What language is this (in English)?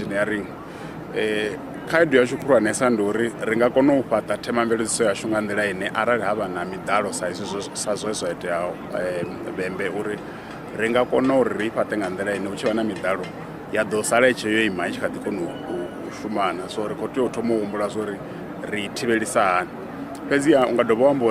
Venda